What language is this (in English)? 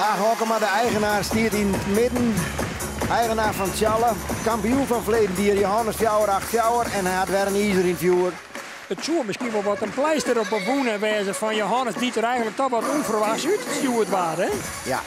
Western Frisian